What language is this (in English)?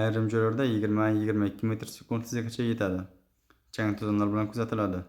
Uzbek